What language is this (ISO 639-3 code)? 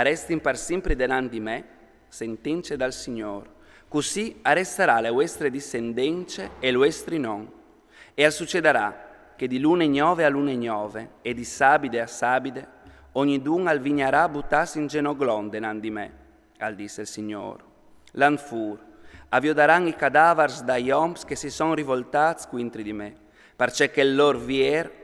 fur